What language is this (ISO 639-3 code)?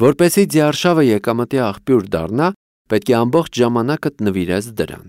hye